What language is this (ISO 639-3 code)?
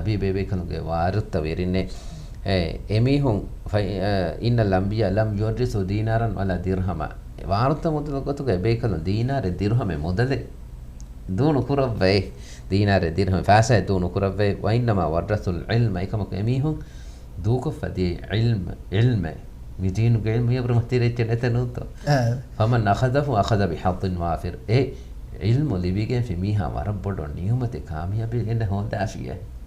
div